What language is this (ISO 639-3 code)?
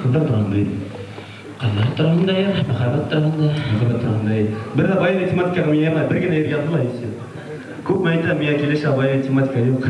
bak